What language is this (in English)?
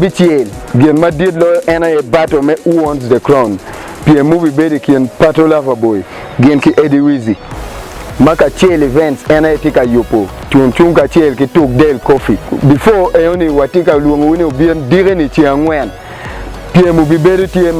Acoli